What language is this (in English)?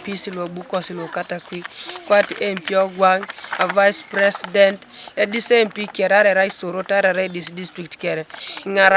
Teso